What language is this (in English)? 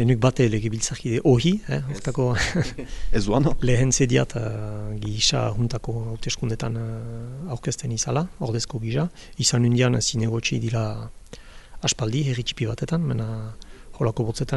Basque